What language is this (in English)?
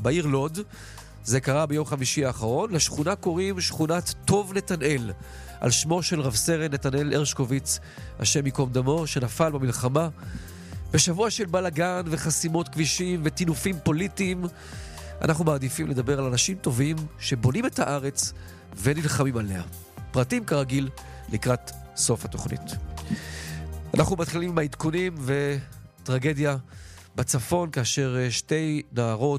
Hebrew